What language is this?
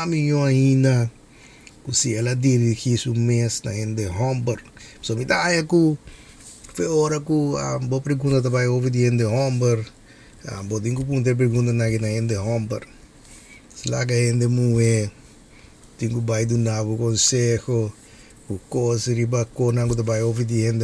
Papiamento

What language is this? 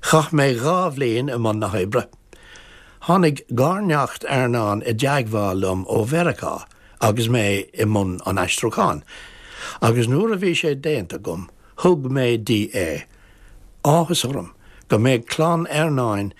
Irish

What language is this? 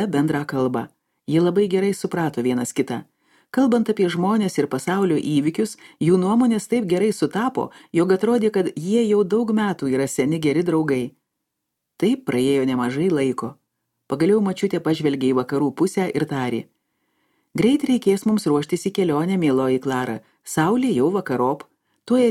Lithuanian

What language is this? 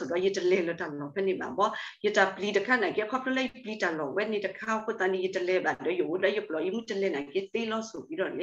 S'gaw Karen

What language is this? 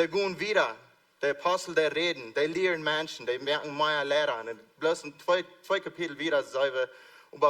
Plautdietsch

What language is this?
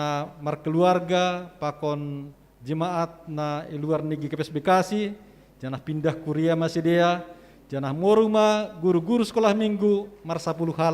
Batak Simalungun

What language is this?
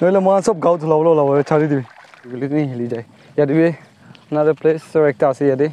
Naga Pidgin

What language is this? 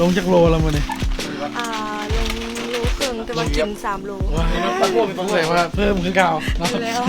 Lao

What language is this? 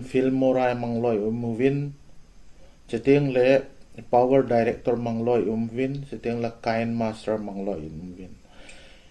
Thado Chin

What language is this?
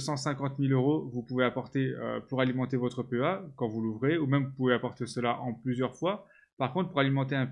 French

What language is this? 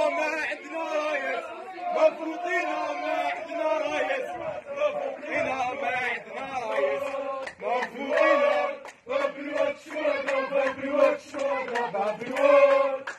Algerian Arabic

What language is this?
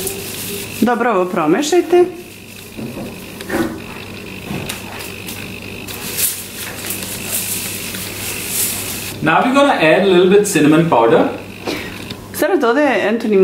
Serbian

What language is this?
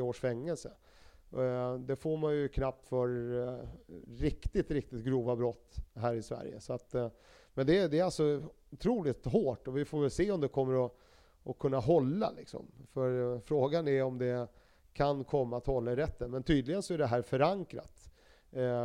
Swedish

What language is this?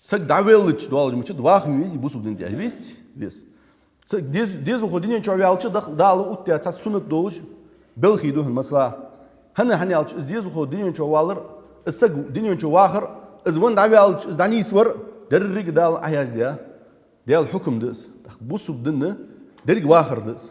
Ingush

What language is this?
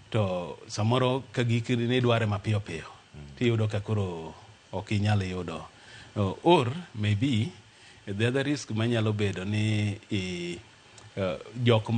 Luo (Kenya and Tanzania)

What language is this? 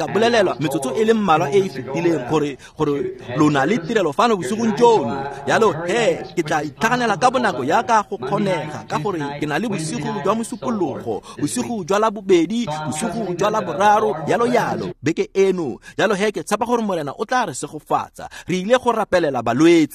Tswana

